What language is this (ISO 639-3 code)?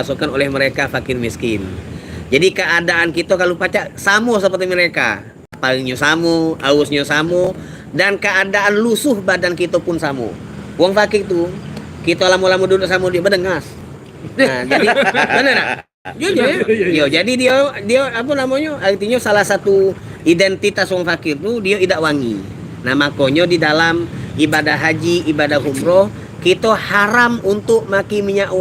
mui